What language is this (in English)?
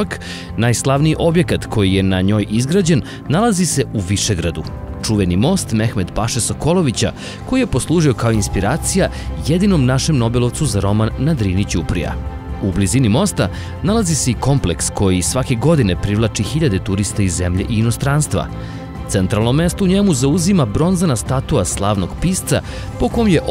Serbian